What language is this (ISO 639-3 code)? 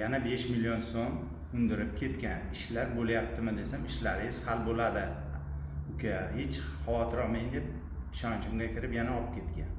uzb